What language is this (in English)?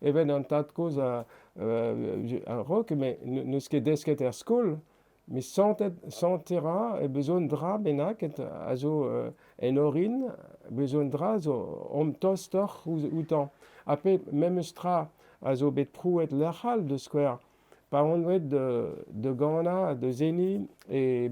Breton